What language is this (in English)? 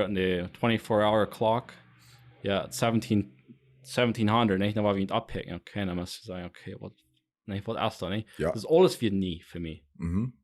Plautdietsch